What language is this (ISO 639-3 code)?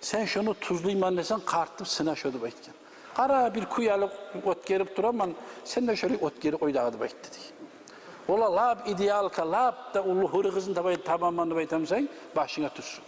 kum